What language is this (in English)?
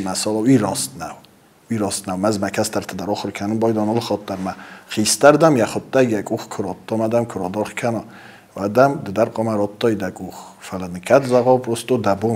Ossetic